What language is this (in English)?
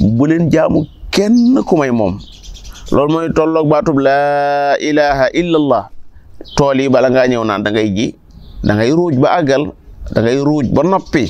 Wolof